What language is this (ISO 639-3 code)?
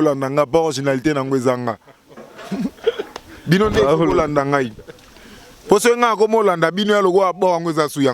lin